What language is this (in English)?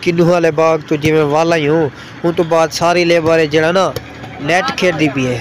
Saraiki